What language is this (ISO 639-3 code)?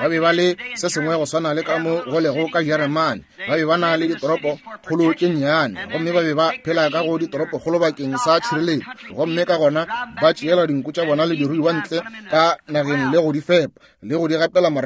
nso